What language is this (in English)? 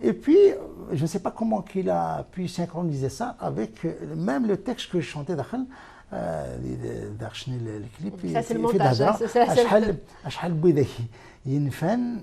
Kabyle